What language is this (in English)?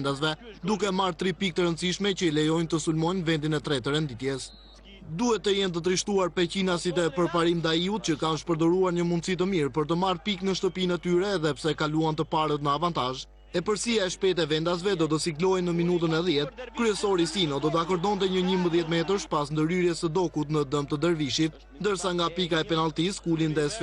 Albanian